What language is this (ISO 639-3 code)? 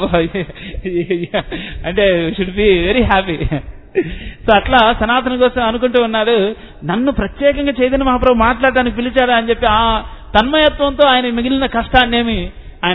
tel